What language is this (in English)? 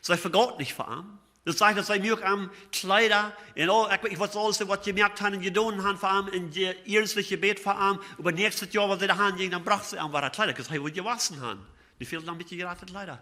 Plautdietsch